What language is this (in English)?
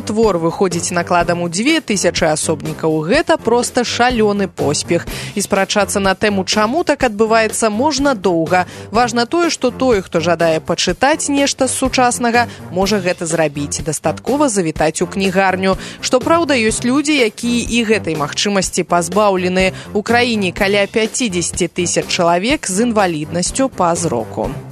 Belarusian